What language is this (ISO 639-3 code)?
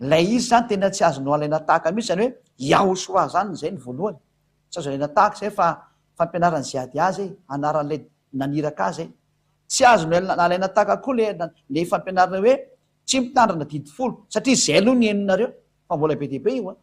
mlg